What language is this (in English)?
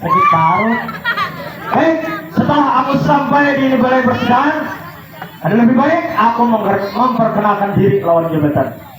Banjar